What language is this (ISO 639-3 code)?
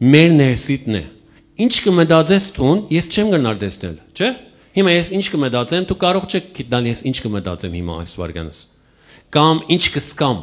hyw